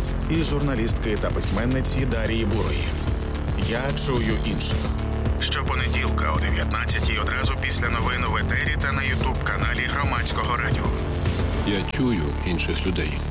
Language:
Ukrainian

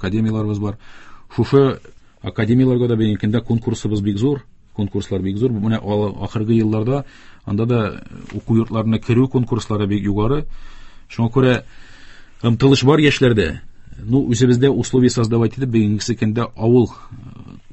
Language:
Tatar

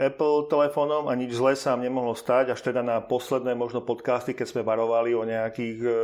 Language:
Slovak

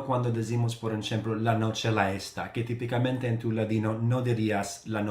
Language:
Ladino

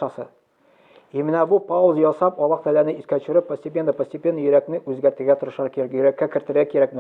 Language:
Tatar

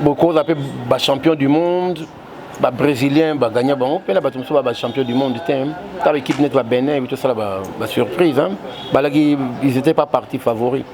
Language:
Lingala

